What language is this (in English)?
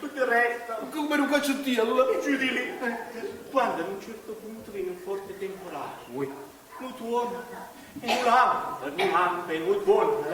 Neapolitan